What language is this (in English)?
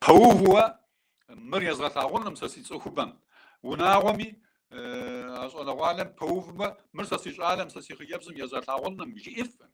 Kabardian